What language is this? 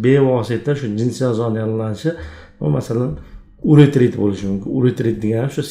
Uzbek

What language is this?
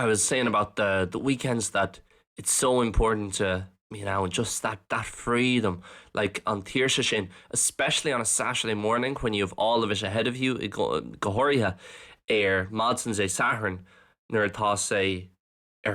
Irish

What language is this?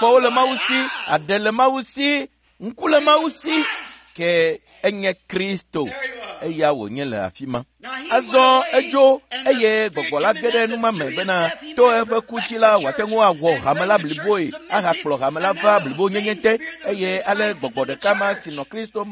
Ewe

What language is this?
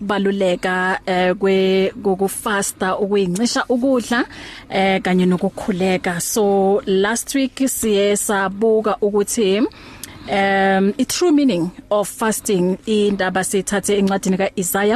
English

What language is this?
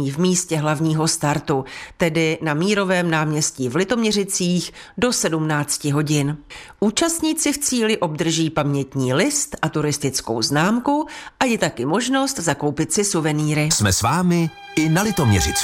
Czech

